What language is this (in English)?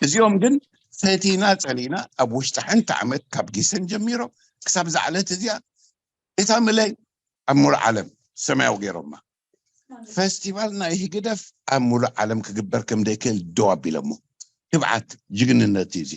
Tigrinya